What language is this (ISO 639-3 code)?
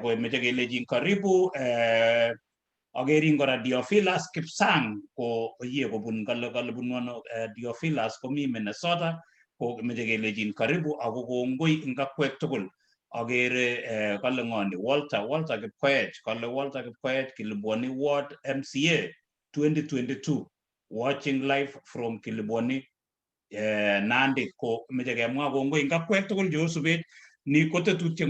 kln